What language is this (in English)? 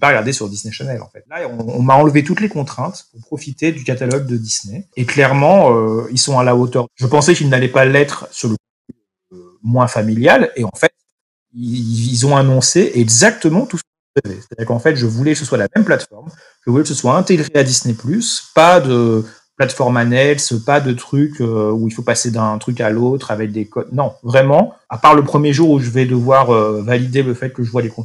French